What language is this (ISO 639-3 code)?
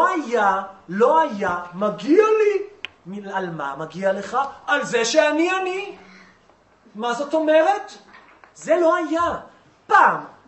heb